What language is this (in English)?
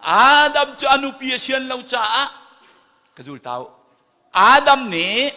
Hakha Chin